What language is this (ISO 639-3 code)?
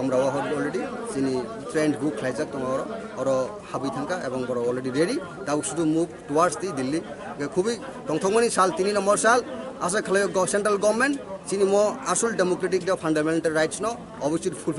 trp